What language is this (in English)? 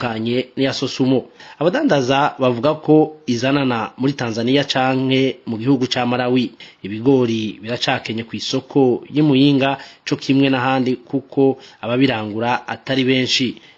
Rundi